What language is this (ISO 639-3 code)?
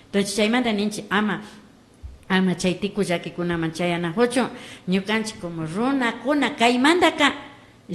qvi